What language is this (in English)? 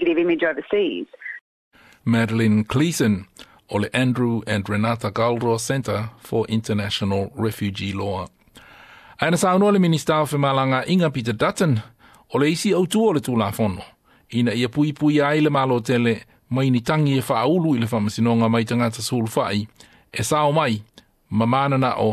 Samoan